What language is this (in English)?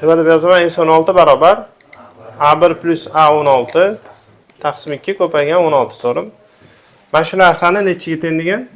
Uzbek